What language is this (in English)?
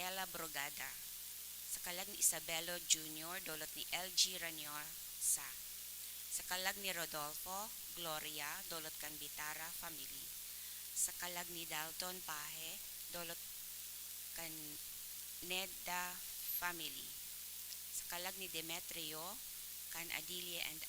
Bikol